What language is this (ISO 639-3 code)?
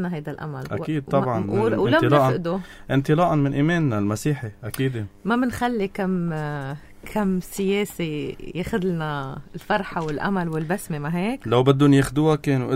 apc